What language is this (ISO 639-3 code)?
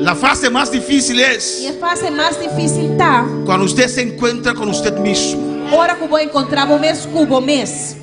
pap